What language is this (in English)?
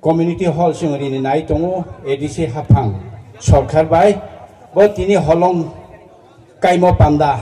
Riang (India)